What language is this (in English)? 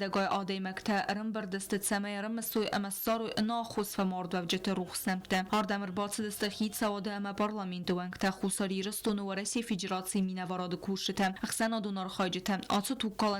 Ossetic